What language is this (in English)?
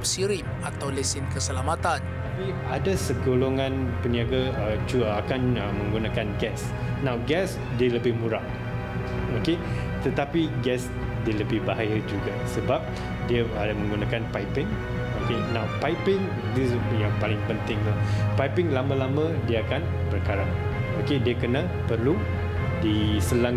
Malay